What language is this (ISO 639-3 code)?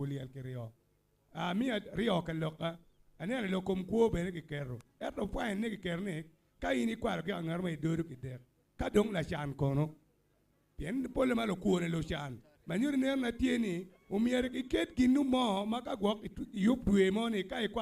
ach